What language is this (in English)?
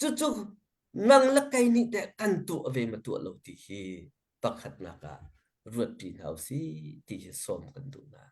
Hakha Chin